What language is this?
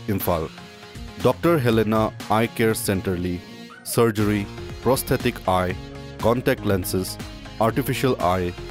Tangkhul Naga (India)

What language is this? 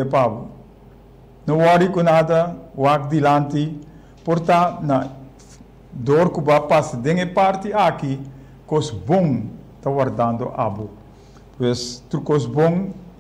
Papiamento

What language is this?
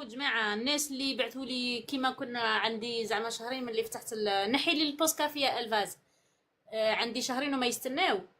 Algerian Arabic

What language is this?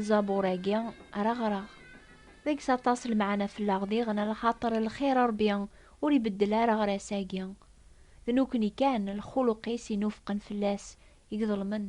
Kabyle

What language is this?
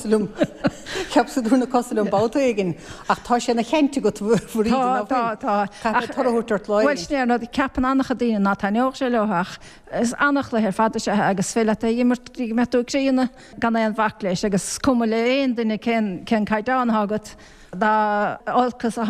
Irish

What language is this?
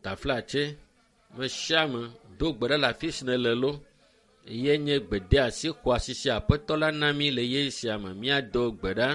Ewe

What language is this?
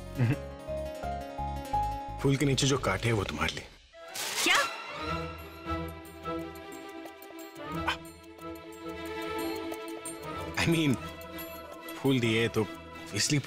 Hindi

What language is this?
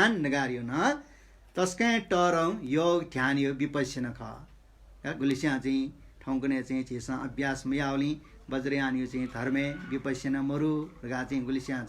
Newari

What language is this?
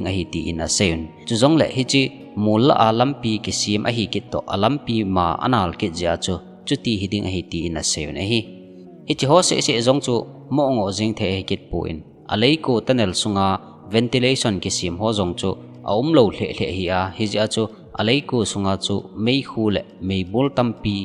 Thado Chin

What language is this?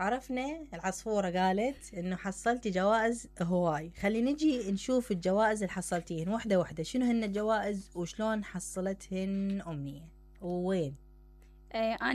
Mesopotamian Arabic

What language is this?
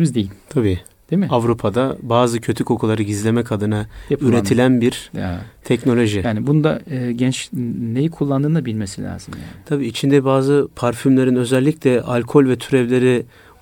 Turkish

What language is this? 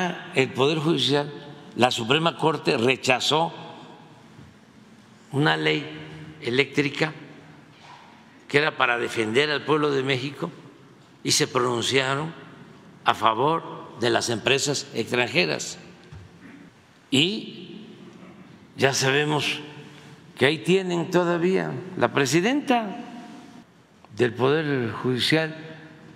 Spanish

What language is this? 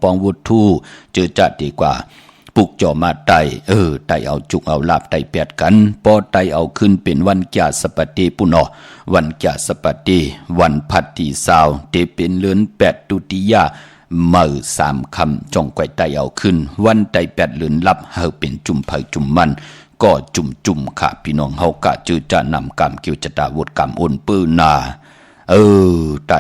Shan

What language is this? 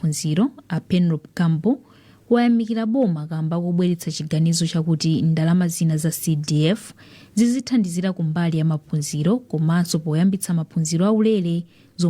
Nyanja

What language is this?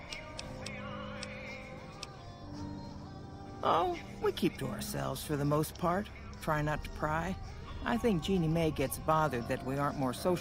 English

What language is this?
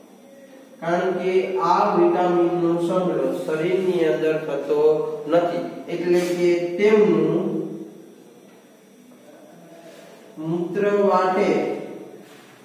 Gujarati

